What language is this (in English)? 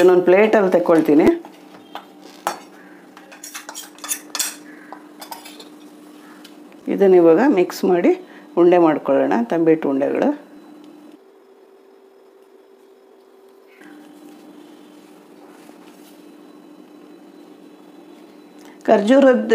Kannada